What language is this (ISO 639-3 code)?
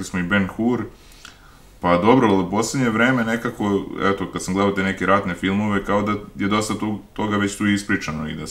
srp